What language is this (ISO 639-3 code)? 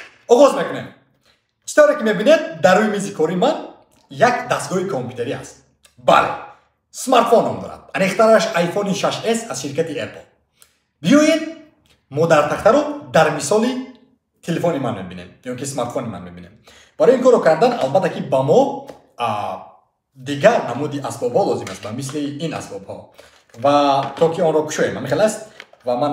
tgk